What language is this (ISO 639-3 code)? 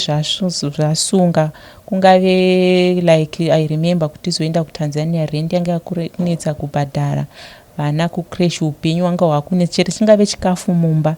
sna